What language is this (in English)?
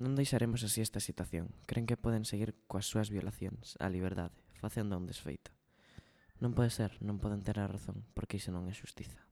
Galician